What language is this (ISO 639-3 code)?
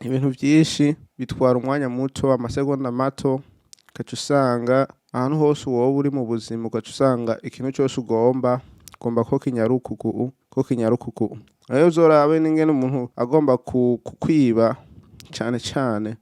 run